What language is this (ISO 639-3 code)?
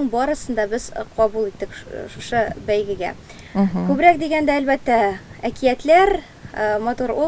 tat